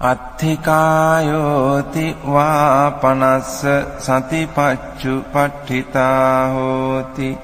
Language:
Pali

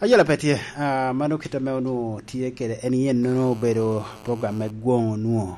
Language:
Lango (Uganda)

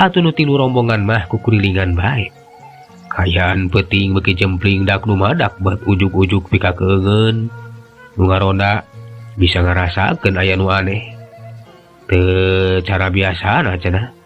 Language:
Sundanese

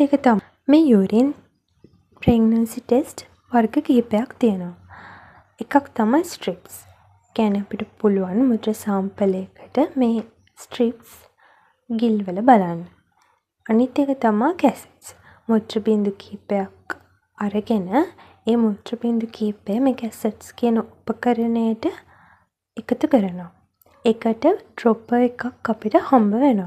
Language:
Sinhala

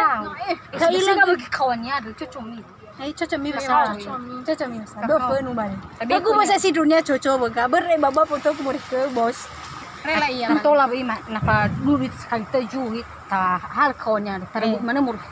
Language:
Nias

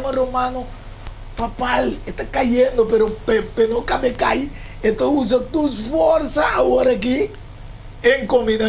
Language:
Papiamento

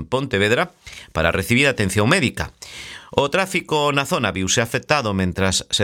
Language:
Galician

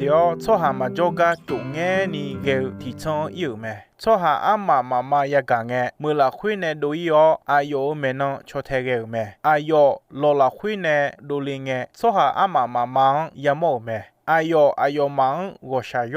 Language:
Akha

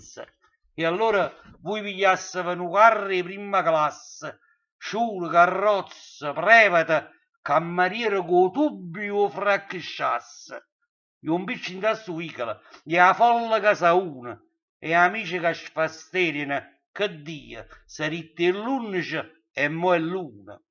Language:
Neapolitan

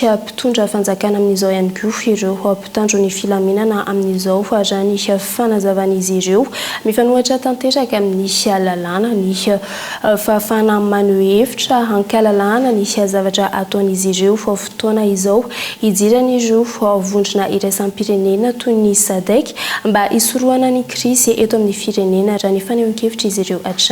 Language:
Malagasy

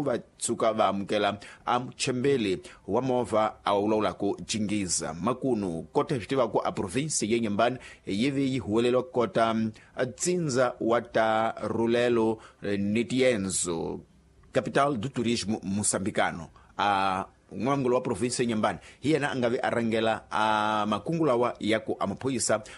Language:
Tsonga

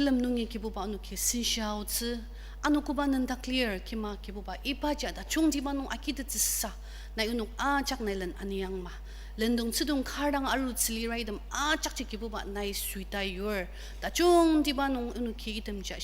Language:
Ao Naga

